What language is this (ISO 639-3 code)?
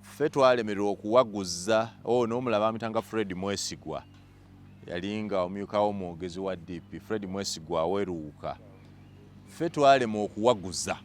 lug